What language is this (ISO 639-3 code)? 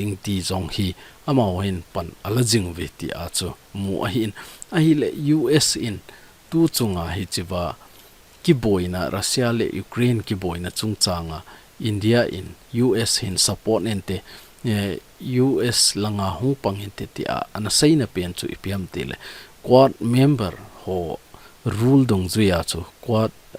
tcz